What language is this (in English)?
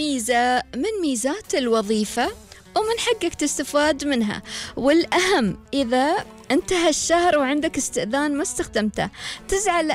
Gulf Arabic